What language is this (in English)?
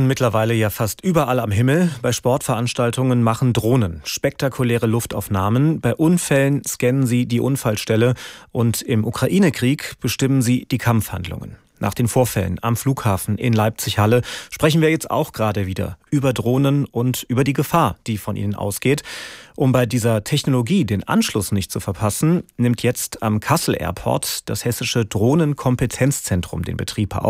German